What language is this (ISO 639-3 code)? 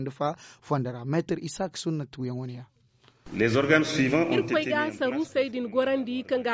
dje